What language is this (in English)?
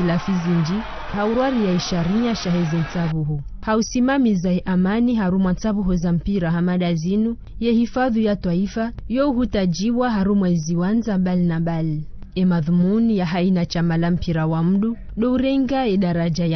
Ngazidja Comorian